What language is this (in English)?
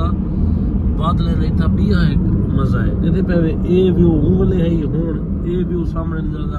Saraiki